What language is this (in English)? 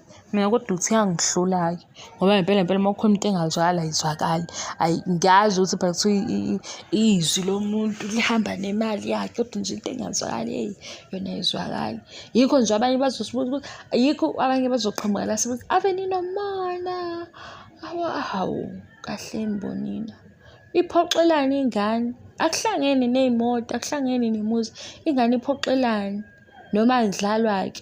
Zulu